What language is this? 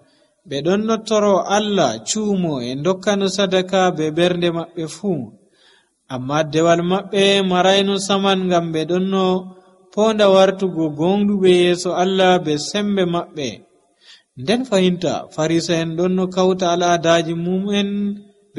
Nigerian Fulfulde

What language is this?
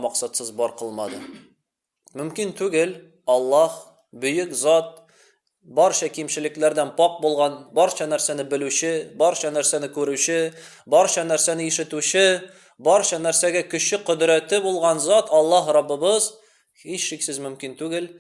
Tatar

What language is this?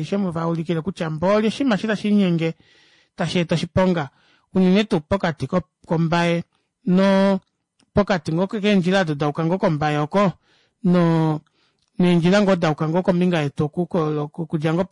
Kuanyama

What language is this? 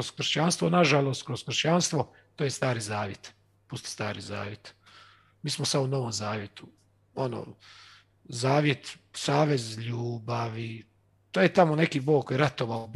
Croatian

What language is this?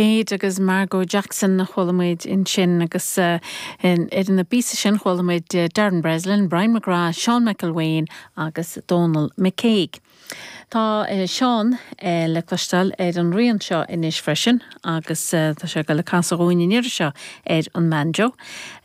Irish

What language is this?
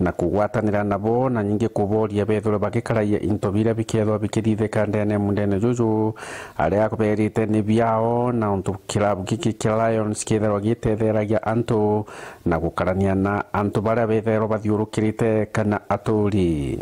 Meru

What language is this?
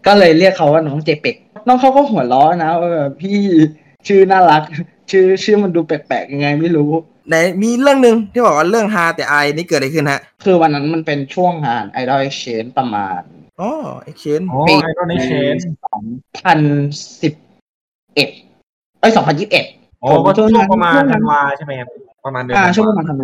Thai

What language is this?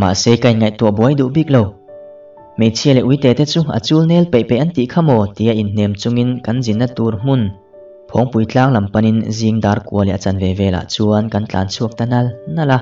Mizo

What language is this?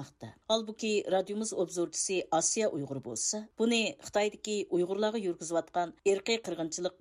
Uyghur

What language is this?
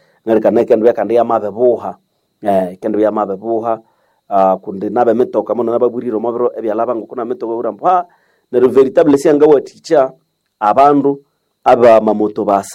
Nande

